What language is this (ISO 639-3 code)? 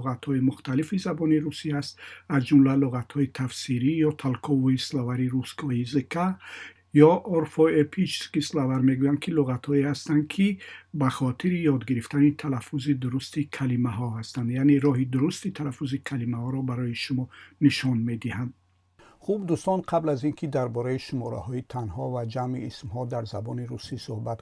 tgk